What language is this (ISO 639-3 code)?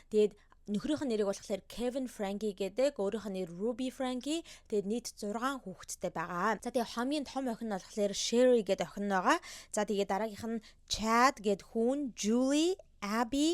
mon